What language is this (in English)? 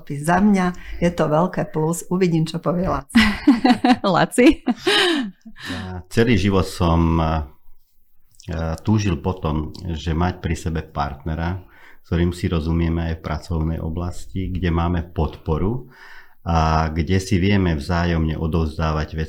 Slovak